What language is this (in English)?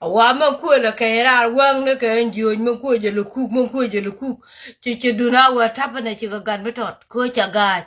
Nuer